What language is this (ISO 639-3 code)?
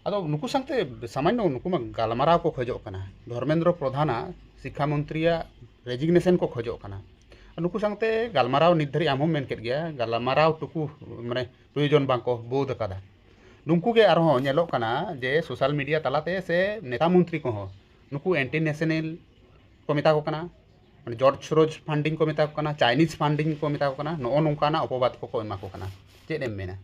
sat